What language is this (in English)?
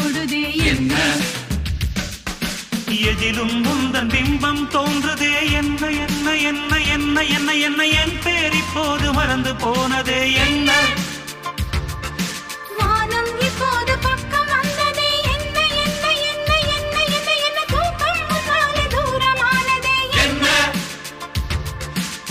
Tamil